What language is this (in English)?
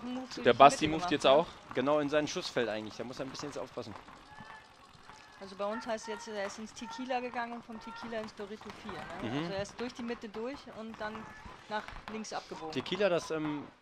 German